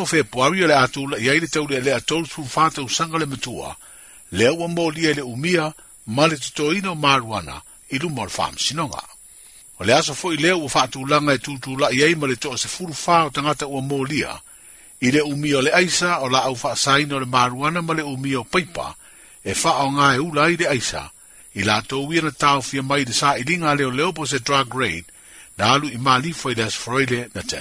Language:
Samoan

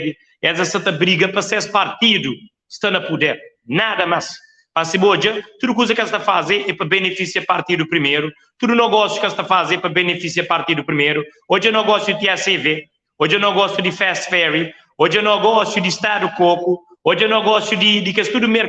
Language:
Kabuverdianu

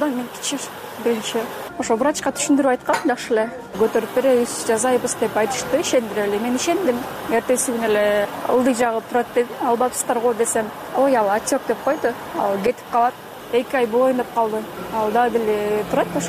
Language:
Kyrgyz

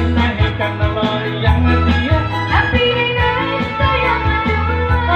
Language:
Minangkabau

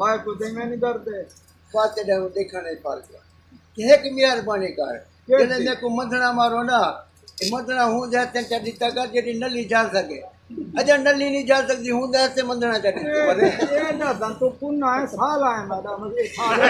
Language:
Saraiki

